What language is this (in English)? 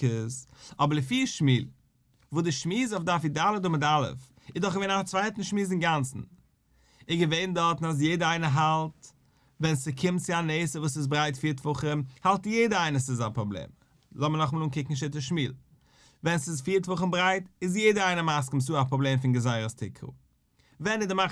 Yiddish